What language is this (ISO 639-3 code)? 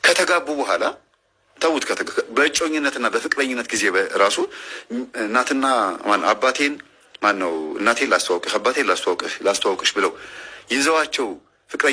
amh